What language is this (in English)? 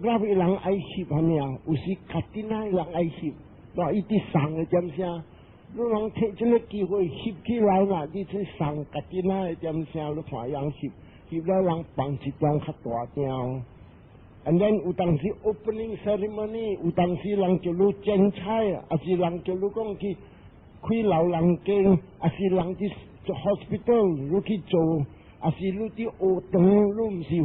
Min Nan Chinese